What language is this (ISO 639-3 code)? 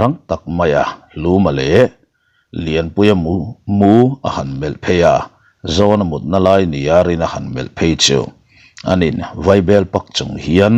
lus